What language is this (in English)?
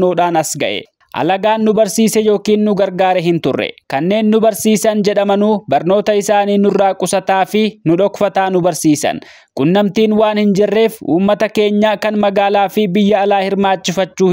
Oromo